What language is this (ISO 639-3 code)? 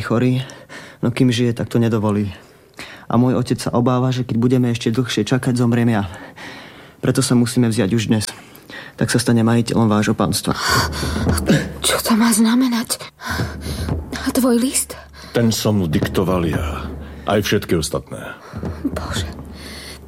slk